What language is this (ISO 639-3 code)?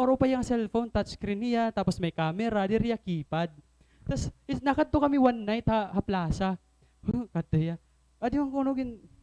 war